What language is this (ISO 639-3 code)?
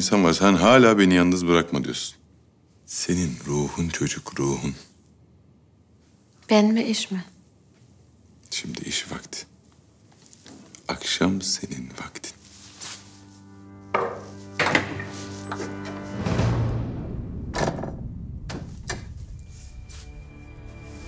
tur